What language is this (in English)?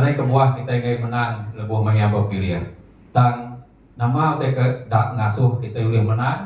Iban